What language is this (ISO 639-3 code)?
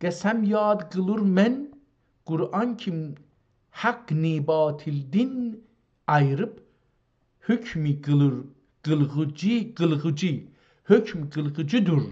azb